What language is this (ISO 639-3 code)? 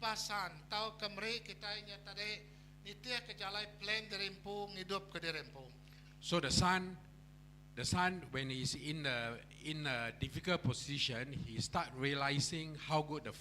iba